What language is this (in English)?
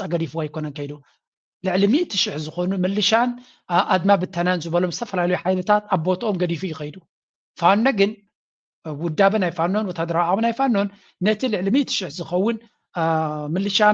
Tigrinya